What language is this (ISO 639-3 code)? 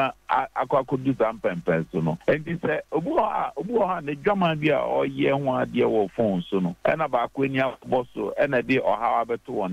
aka